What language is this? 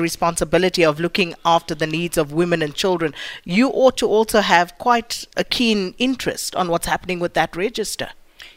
English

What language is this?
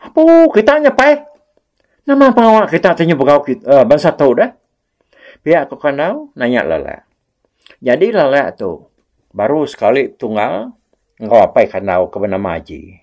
Iban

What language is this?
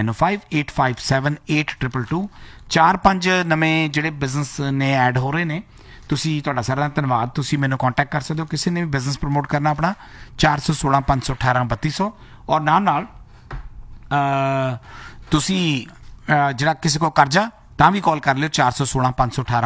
Punjabi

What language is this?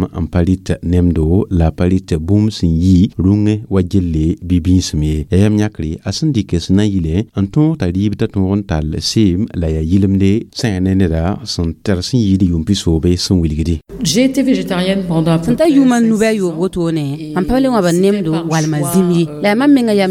Mossi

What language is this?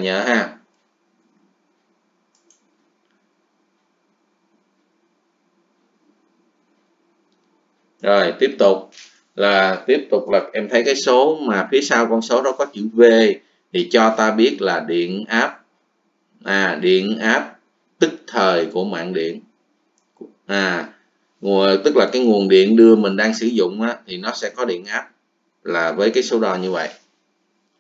Vietnamese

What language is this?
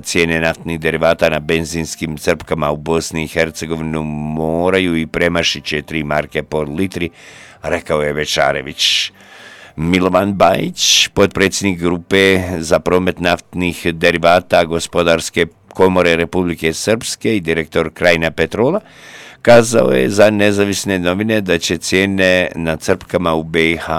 Croatian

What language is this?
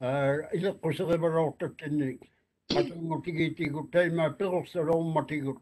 Māori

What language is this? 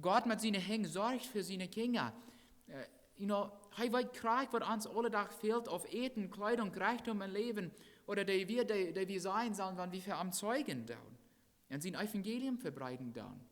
Plautdietsch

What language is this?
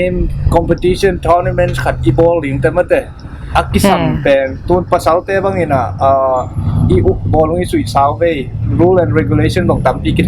Tedim Chin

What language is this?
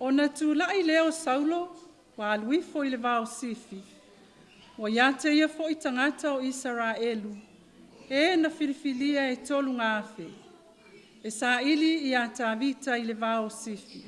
Samoan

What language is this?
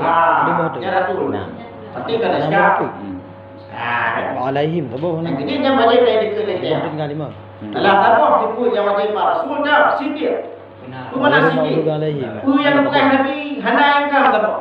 Achinese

